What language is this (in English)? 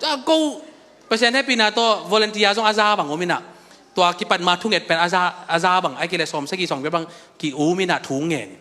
Tedim Chin